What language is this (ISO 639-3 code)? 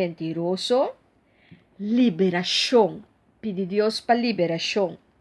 pap